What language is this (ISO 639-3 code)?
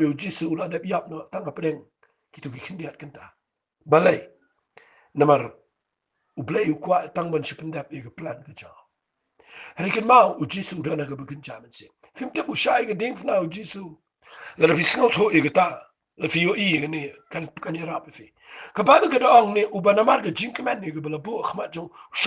kha